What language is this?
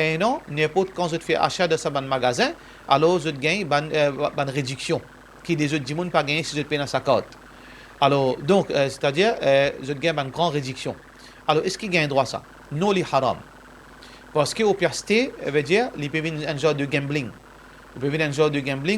Morisyen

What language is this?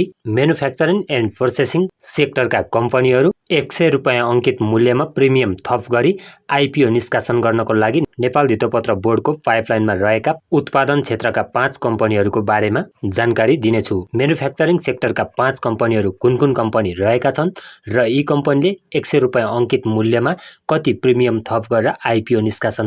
Nepali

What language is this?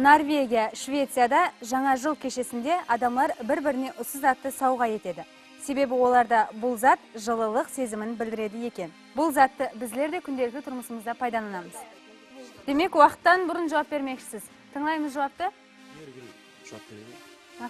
Kara-Kalpak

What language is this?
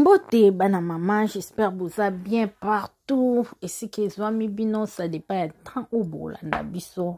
Lingala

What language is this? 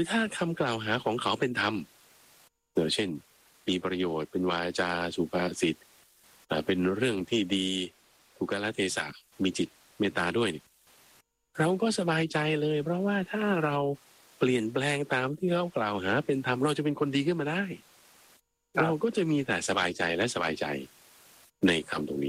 Thai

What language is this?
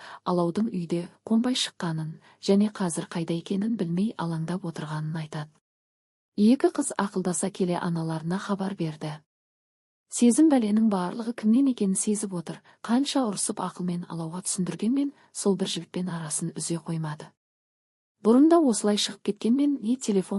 Kazakh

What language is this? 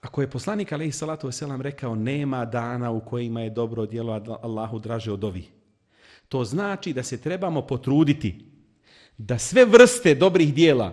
Bosnian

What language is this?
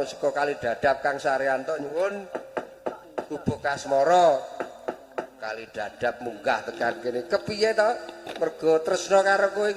Javanese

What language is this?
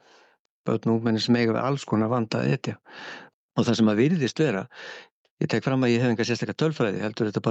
Icelandic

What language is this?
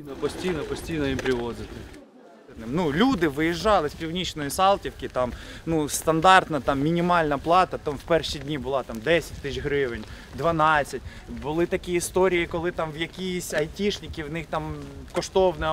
Ukrainian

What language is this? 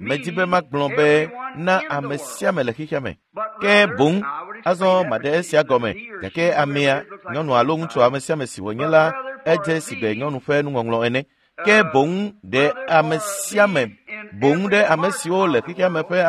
Ewe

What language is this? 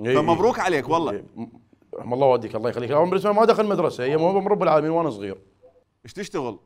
Mesopotamian Arabic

